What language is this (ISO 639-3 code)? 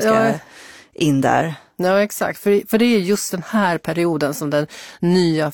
swe